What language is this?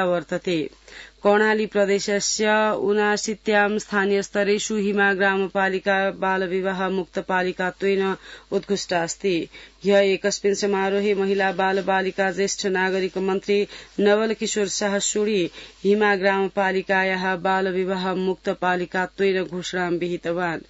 Sanskrit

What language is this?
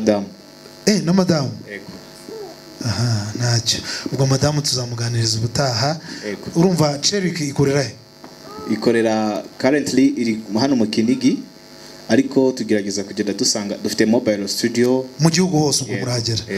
Kinyarwanda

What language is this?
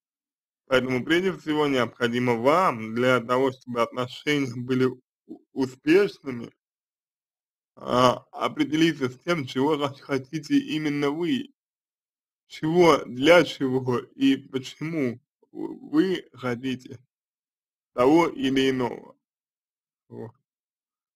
Russian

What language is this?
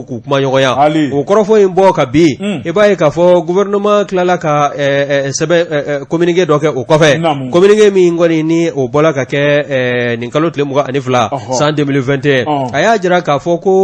Bambara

